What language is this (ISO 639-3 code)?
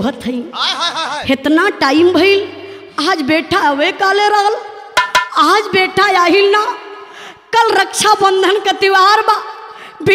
bho